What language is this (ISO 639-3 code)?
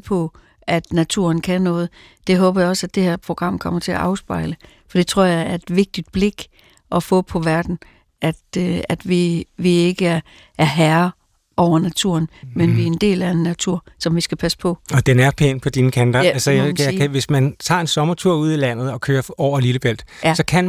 dan